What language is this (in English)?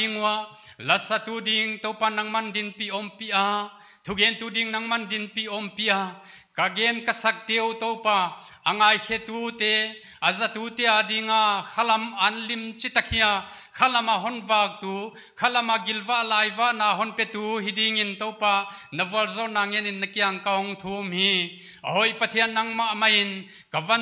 Paite Chin